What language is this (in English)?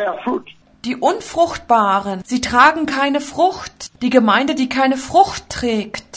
German